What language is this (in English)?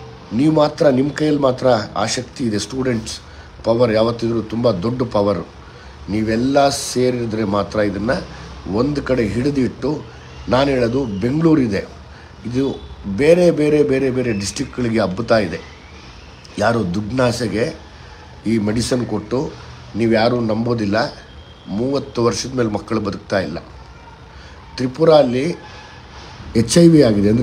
Kannada